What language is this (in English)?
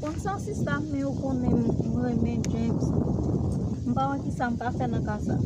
Haitian Creole